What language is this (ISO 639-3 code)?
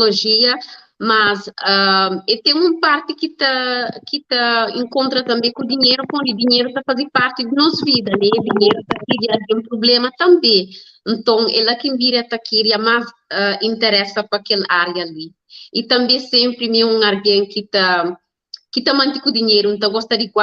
kea